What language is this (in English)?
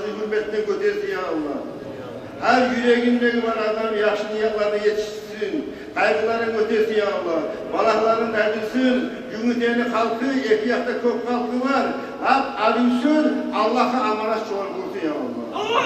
Kumyk